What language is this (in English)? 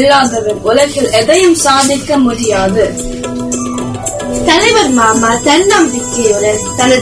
Tamil